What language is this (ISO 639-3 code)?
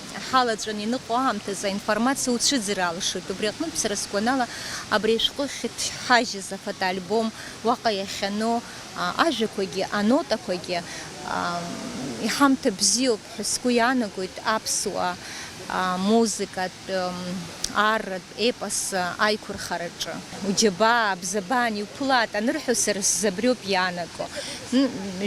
abk